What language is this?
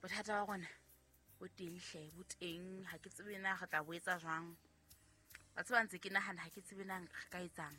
Southern Sotho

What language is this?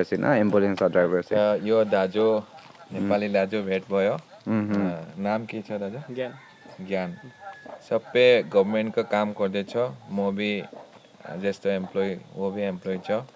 Naga Pidgin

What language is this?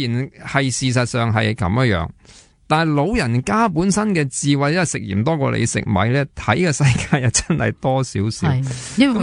Cantonese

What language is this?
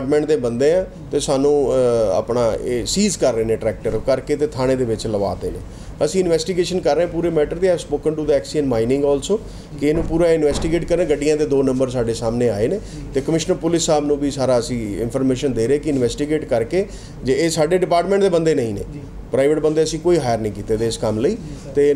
Punjabi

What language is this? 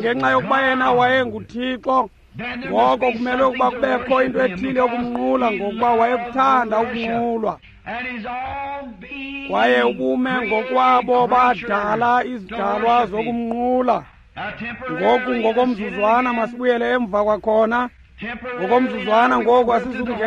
Xhosa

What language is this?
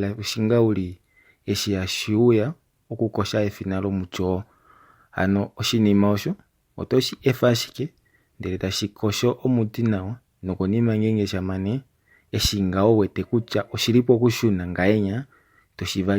Kuanyama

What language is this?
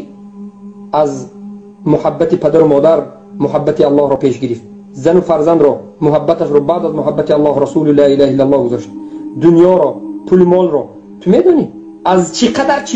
Persian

